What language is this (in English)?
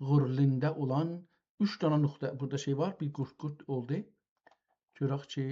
South Azerbaijani